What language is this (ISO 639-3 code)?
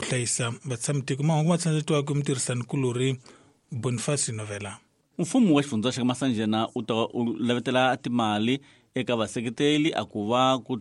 tso